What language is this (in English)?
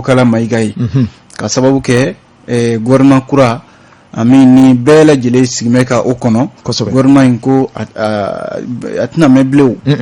Bambara